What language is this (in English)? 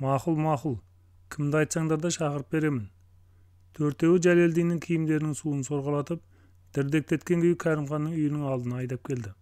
Kazakh